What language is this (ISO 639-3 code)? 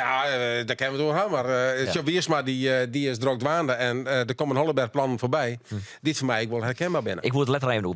fry